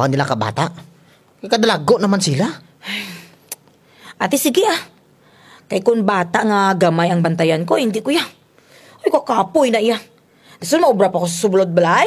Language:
Kinaray-a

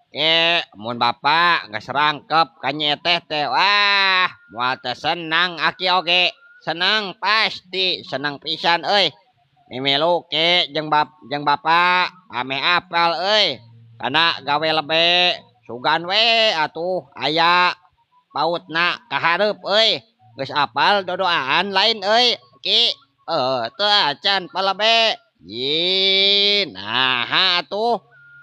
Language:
Sundanese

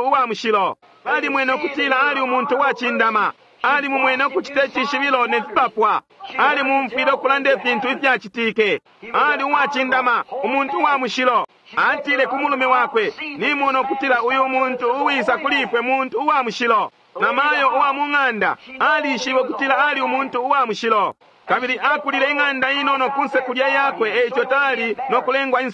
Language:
Bemba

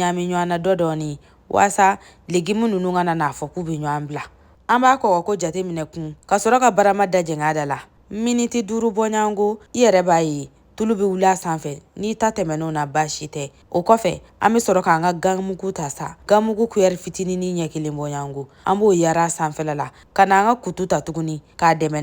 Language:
Bambara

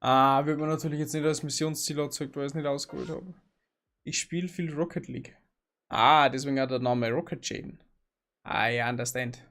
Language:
Bavarian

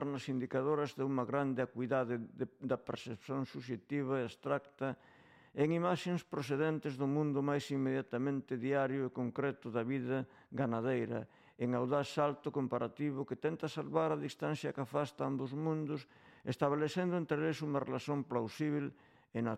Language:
Galician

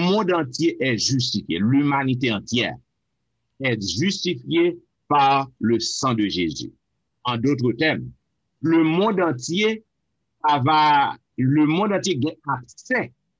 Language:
Haitian Creole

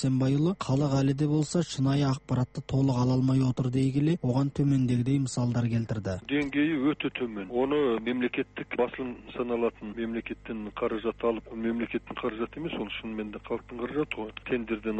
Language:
Kazakh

